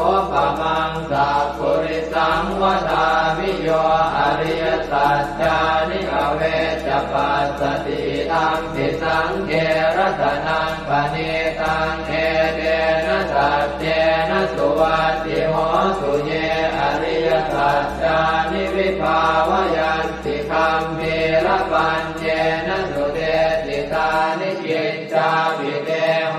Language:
Pali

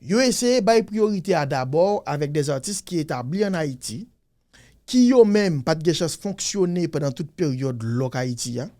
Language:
Haitian Creole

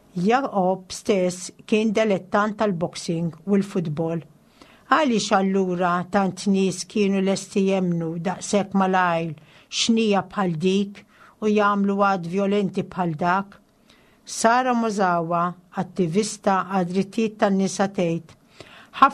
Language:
Maltese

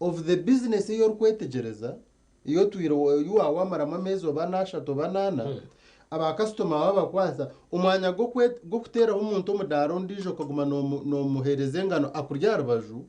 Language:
Nyankole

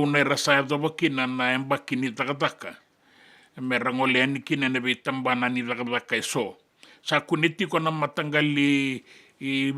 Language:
Fijian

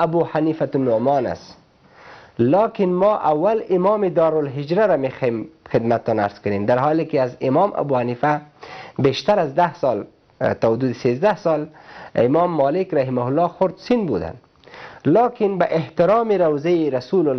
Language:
Persian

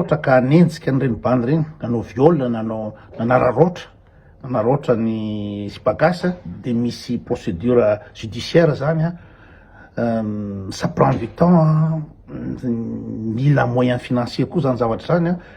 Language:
Malagasy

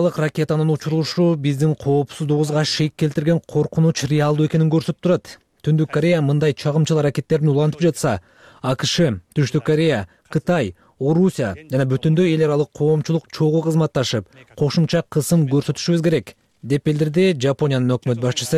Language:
Kyrgyz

